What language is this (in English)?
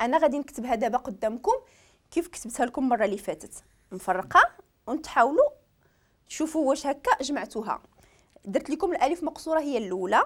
Moroccan Arabic